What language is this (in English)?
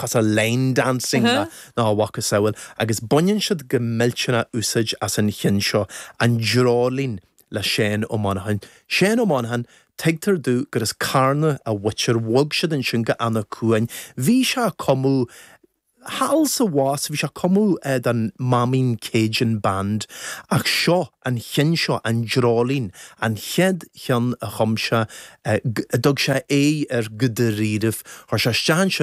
Irish